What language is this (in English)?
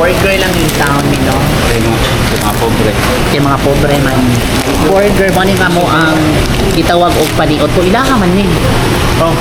Cebuano